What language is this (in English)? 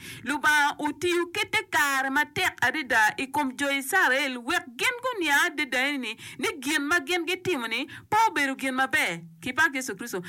Acoli